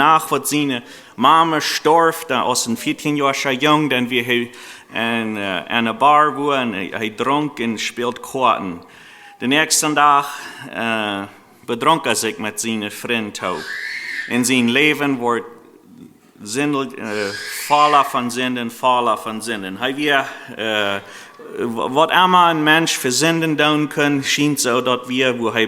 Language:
Plautdietsch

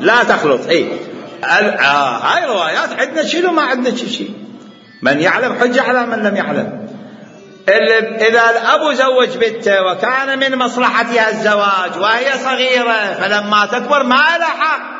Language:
Mesopotamian Arabic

